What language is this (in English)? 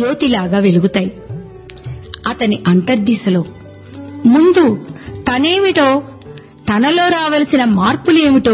Telugu